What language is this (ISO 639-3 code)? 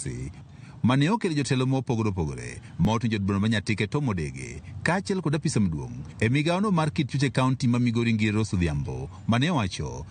luo